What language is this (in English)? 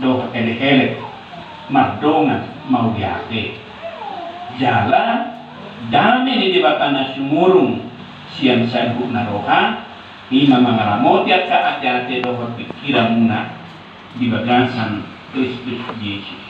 Batak Toba